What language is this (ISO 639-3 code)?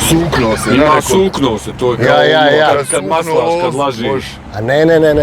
bos